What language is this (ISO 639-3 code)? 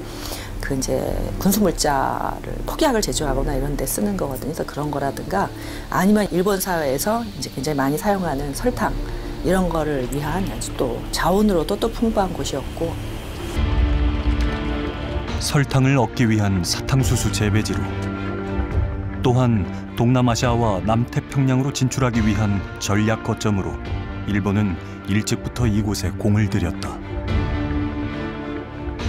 kor